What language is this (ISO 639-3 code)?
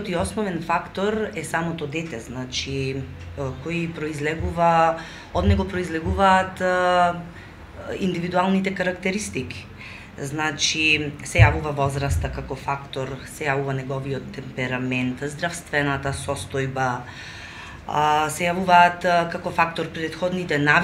mkd